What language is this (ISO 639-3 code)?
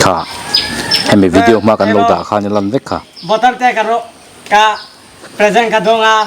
lus